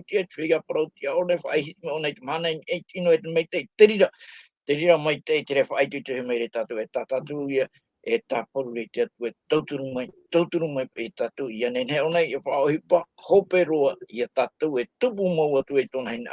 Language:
Tahitian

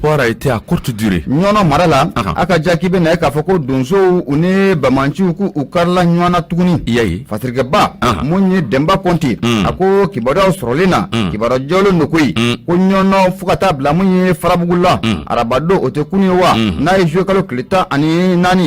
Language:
Bambara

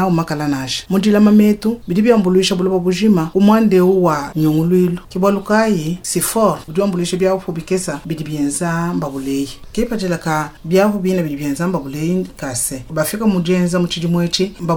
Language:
Luba-Lulua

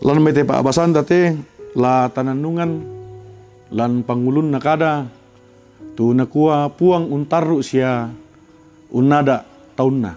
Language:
Toraja-Sa'dan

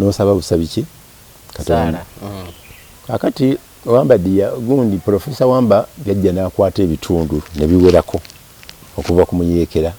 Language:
Ganda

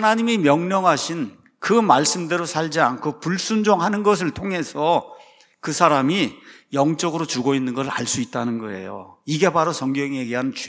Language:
Korean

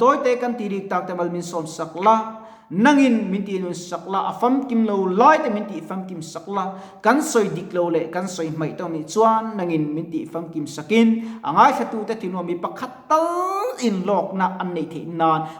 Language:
Mizo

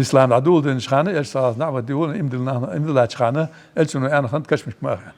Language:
Ingush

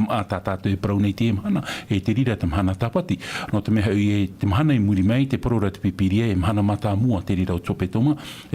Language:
Tahitian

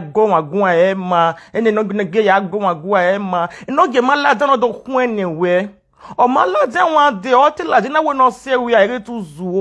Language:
Nigerian Pidgin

